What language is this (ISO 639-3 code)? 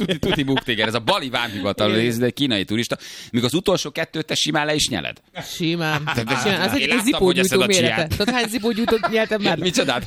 hun